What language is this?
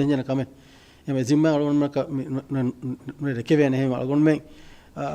Divehi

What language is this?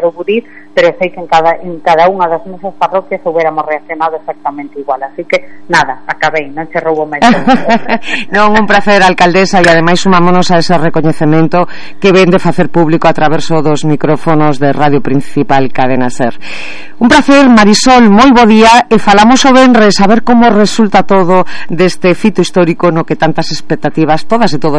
Galician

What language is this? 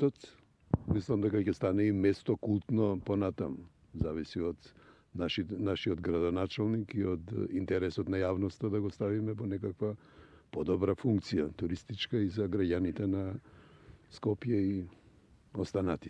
Macedonian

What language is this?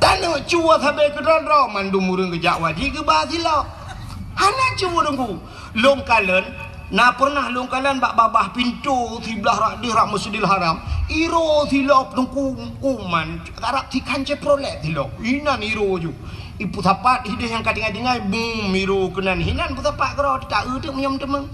Achinese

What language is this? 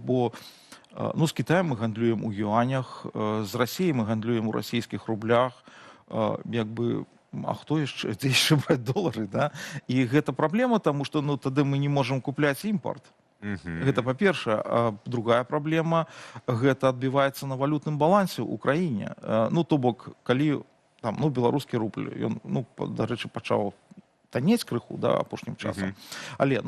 Belarusian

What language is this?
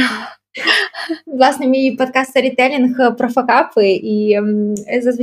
Ukrainian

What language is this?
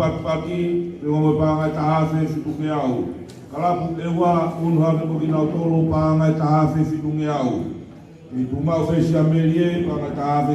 Tongan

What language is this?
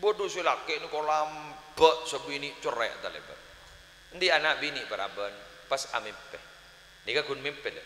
Madurese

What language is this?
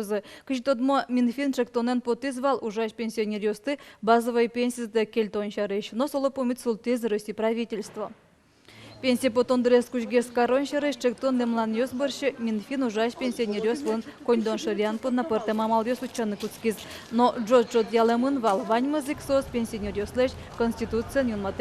Udmurt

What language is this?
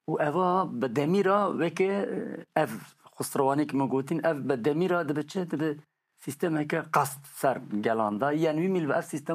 Kurdish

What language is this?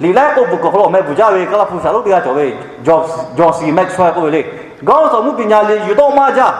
Lahu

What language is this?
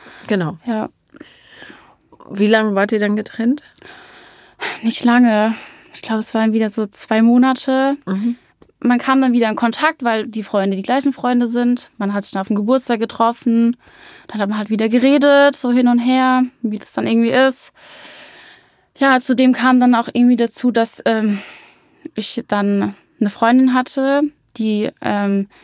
German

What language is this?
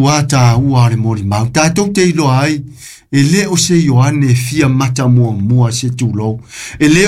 Samoan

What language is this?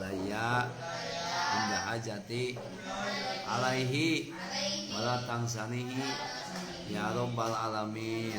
Sundanese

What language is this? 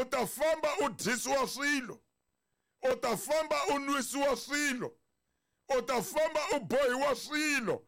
Tsonga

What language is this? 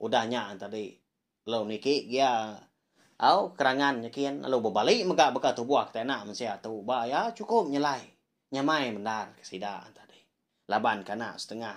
Iban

